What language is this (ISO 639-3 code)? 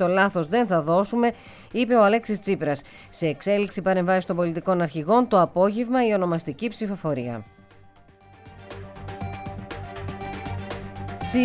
ell